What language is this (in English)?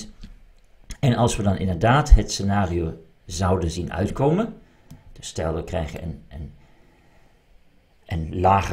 Dutch